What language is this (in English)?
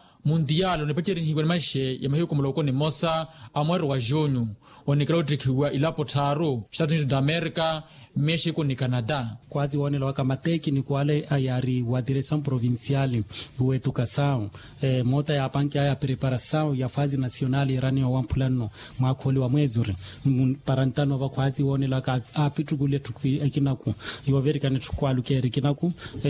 Makhuwa